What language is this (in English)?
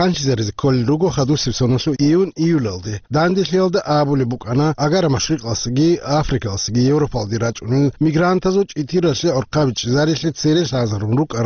Avaric